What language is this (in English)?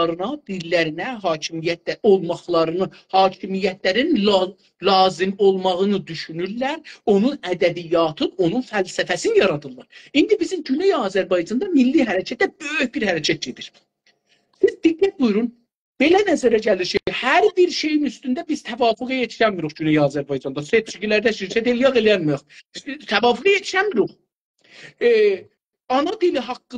South Azerbaijani